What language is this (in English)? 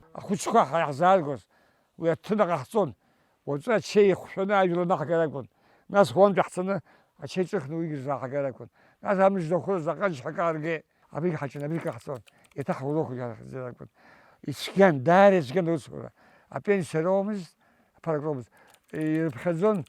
Abkhazian